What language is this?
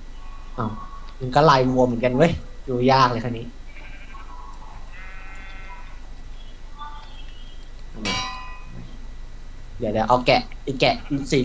Thai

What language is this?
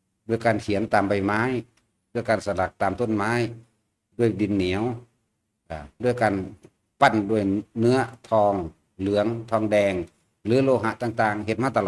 Lao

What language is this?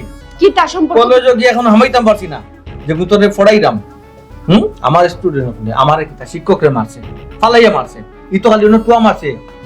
Sylheti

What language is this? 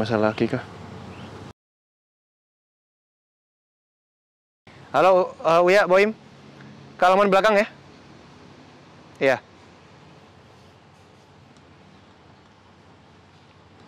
Indonesian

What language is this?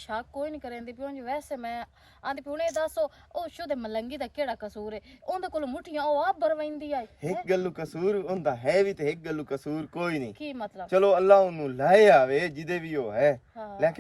Western Panjabi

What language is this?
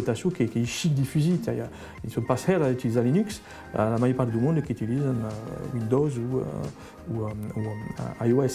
Occitan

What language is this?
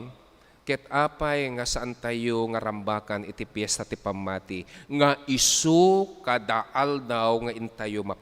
Iloko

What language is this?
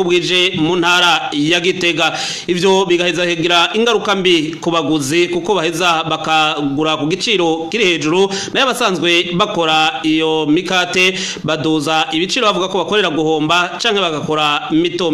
Rundi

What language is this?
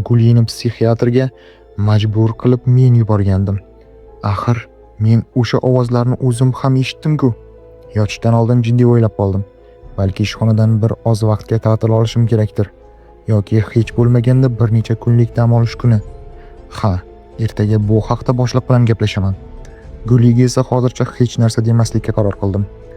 Uzbek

